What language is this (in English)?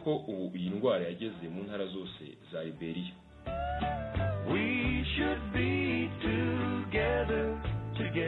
Kinyarwanda